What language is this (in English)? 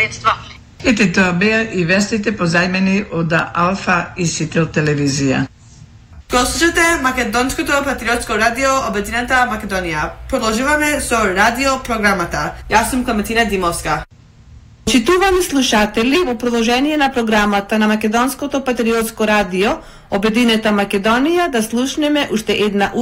Macedonian